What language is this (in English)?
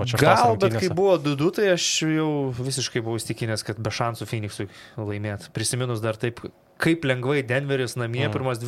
Lithuanian